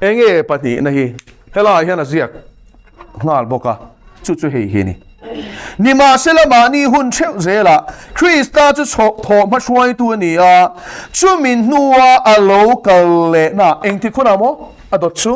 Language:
Mizo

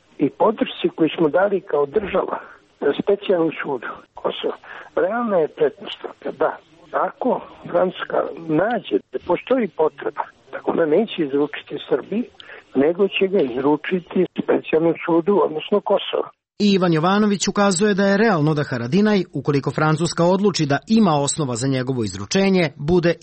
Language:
Serbian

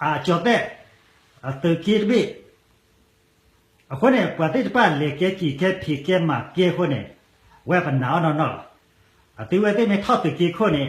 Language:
S'gaw Karen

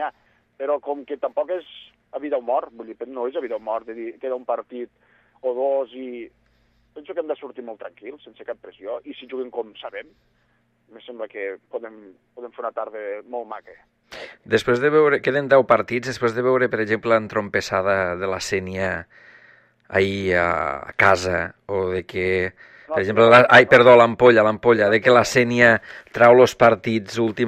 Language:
Catalan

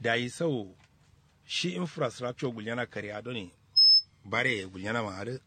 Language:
Kanuri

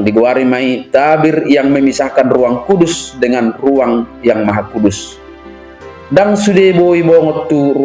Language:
Batak Toba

